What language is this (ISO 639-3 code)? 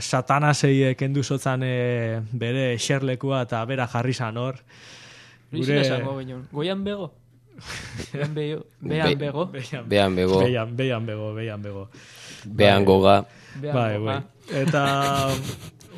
eus